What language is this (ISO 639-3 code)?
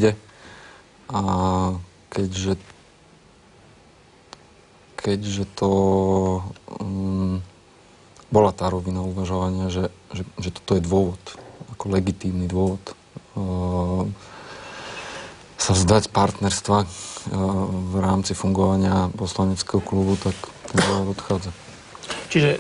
slk